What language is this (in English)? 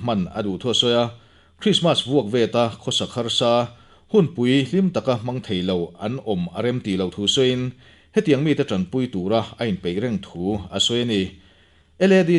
Mizo